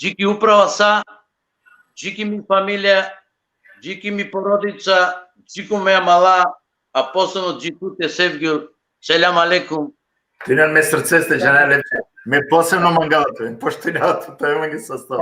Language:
Balkan Romani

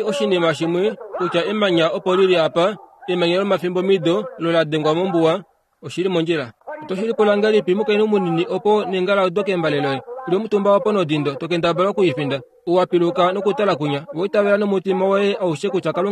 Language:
Kuanyama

